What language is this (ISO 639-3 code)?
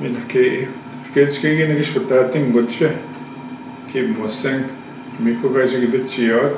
ojb